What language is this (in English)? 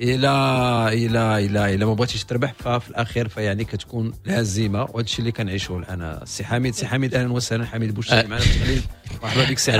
Moroccan Arabic